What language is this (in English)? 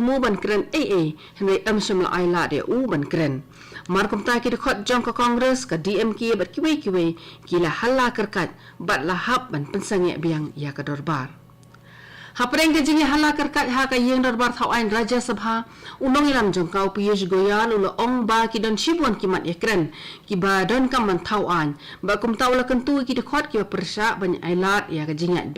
Khasi